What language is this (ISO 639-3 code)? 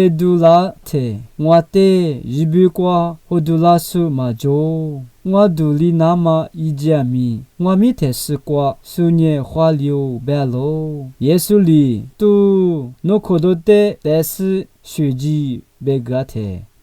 lis